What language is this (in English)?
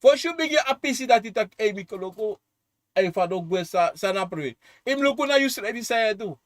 Sranan Tongo